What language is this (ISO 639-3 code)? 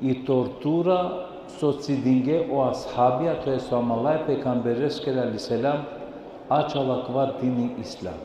rmn